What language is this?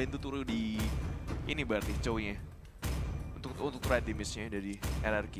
Indonesian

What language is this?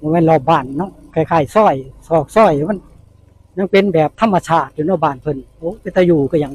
Northeastern Thai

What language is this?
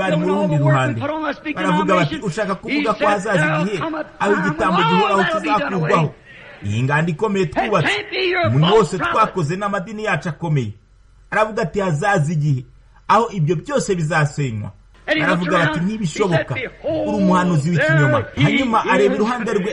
Kinyarwanda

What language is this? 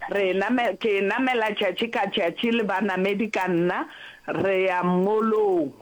Northern Sotho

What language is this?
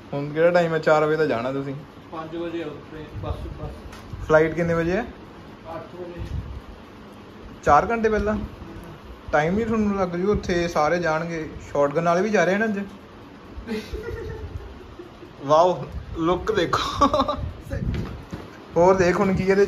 Punjabi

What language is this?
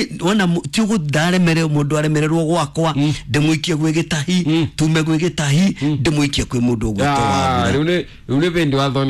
Kikuyu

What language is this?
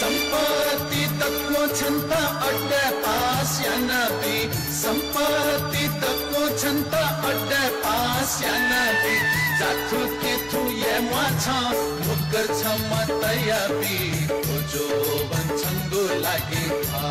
Newari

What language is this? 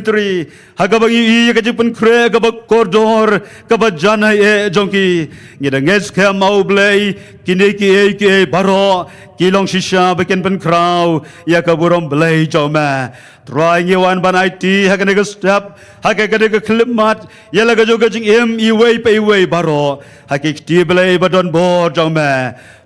Khasi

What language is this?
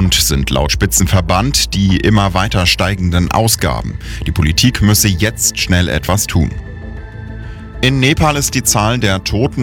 German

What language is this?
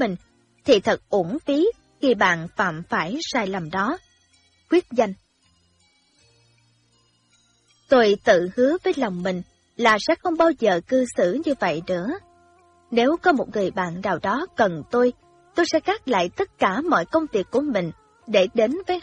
Vietnamese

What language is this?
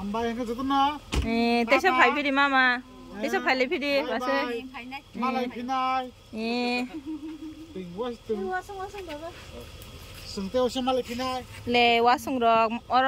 Kok Borok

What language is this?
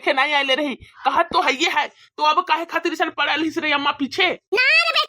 Bhojpuri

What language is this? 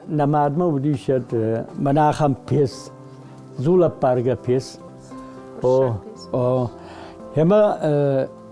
Ossetic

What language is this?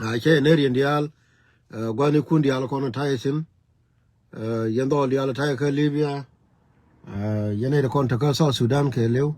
Nuer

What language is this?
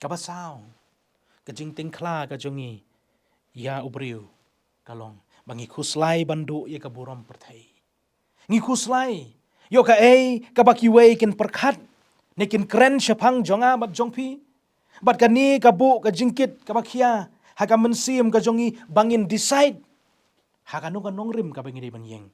Khasi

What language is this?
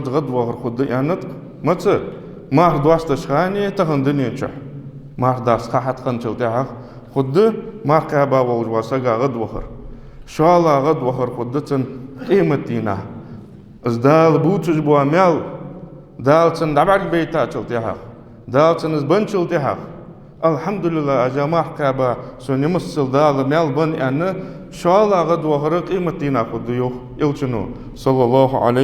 Ingush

